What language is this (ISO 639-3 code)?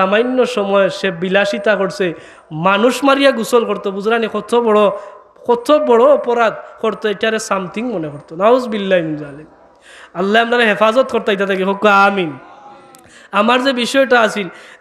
syl